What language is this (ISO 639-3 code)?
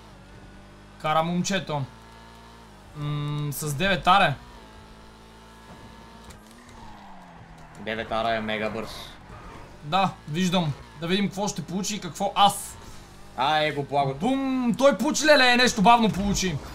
bul